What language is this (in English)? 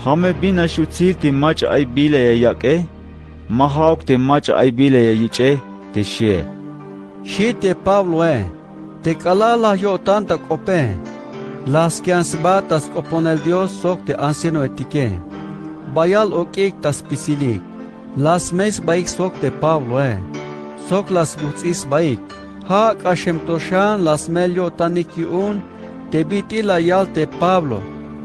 Tzeltal